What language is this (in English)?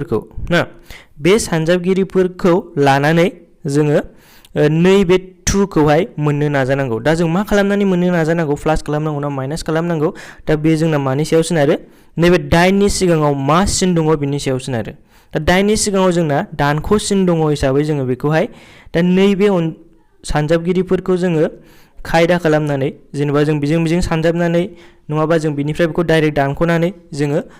Bodo